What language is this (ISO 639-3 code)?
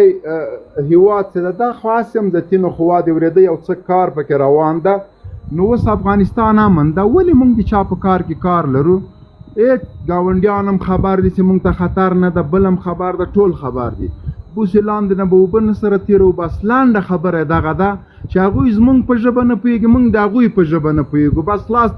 pus